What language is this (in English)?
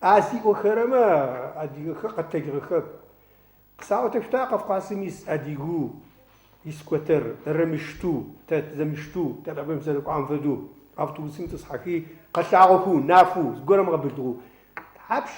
Adyghe